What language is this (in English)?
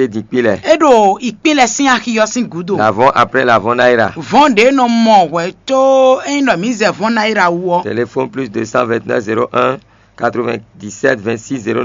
Fon